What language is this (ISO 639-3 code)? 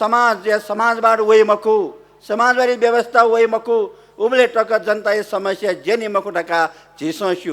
new